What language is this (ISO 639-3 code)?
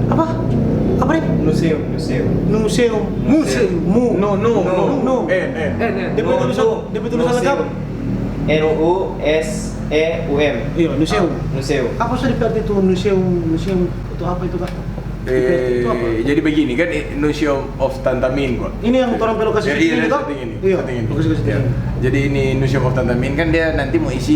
xmm